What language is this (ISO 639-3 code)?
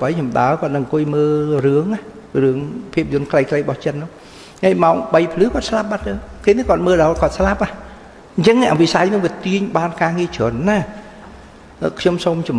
khm